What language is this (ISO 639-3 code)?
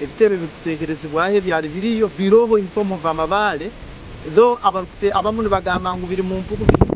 nyn